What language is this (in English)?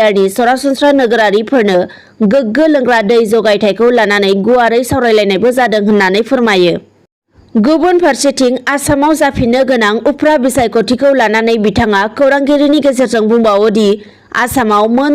Bodo